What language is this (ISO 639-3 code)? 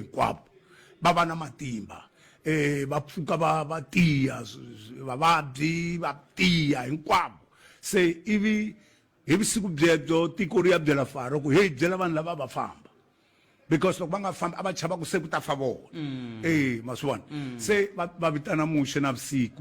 tso